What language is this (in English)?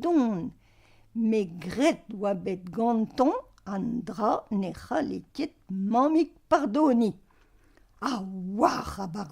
Breton